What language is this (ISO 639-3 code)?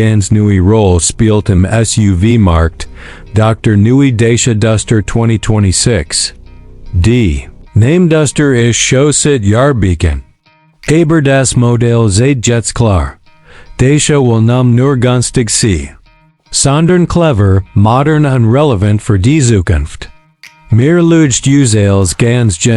gsw